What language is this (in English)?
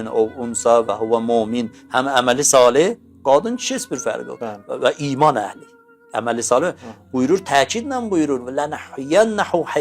Azerbaijani